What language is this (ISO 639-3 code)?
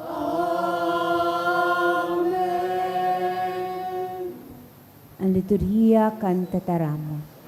bik